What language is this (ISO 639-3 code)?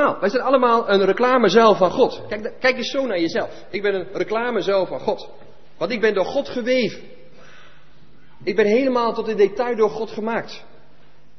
nld